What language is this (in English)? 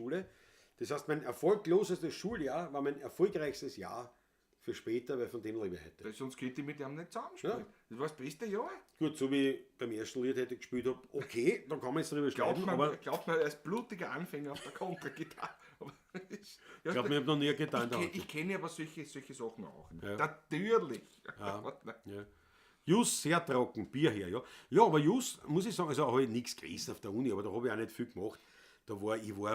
Bavarian